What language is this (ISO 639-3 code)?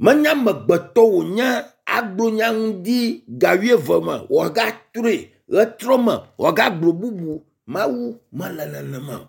ewe